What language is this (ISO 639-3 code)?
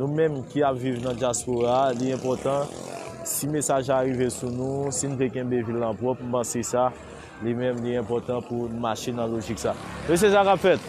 hat